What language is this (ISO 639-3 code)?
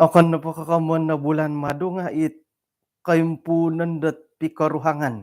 dtp